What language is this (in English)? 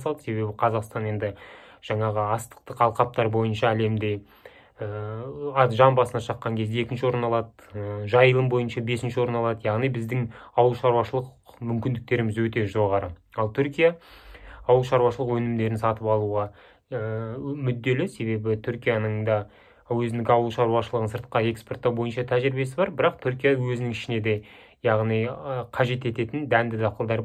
Kazakh